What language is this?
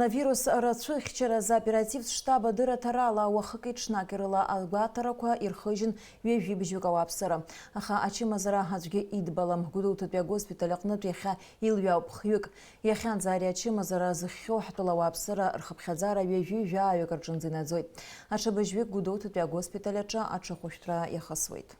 Abkhazian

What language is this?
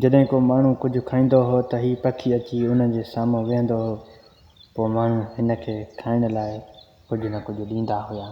Sindhi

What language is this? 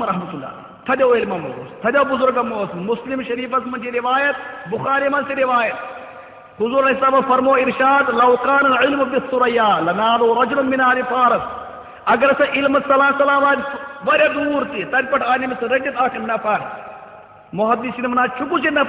Kashmiri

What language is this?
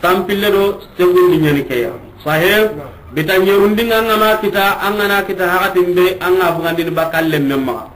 Soninke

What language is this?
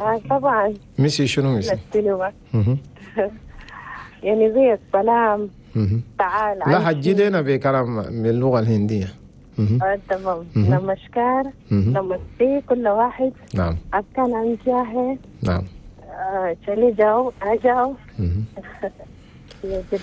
Chadian Arabic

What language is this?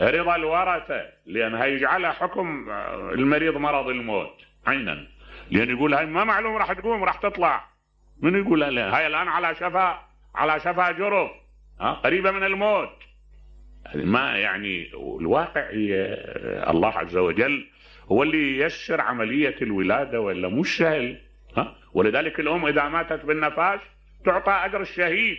Mesopotamian Arabic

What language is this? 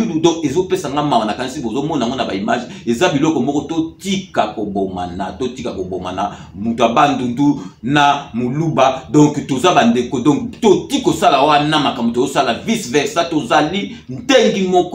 Lingala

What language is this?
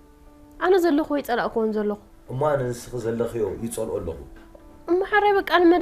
Tigrinya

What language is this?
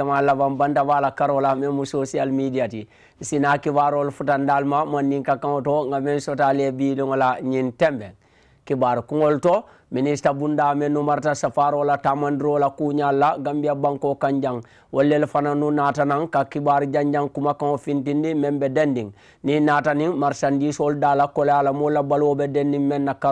Mandingo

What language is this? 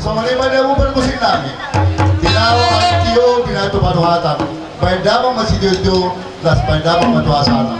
Batak Toba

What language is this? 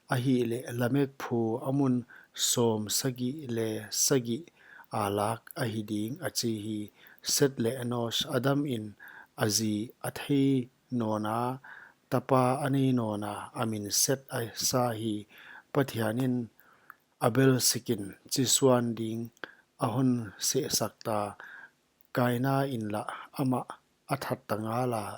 Paite Chin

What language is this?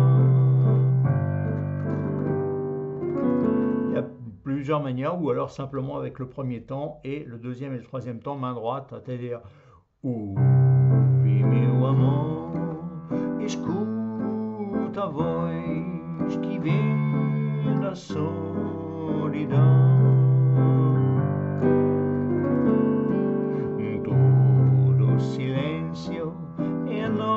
French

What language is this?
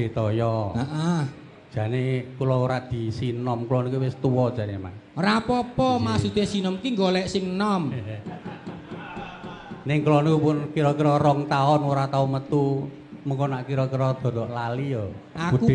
Javanese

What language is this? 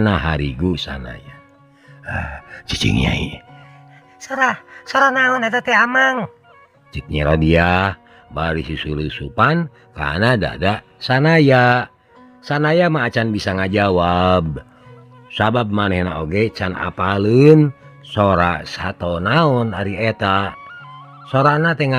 Sundanese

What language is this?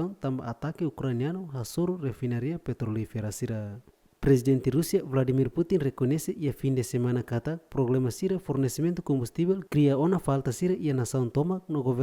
Tetum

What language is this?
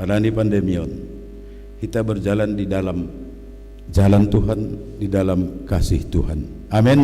Batak Simalungun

